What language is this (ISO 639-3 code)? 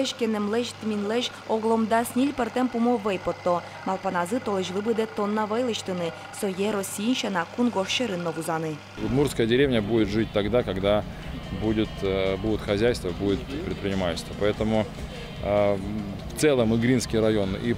udm